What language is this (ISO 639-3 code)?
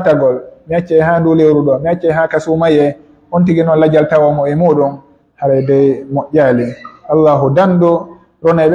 fuf